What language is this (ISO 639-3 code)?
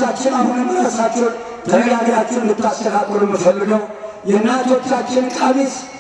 amh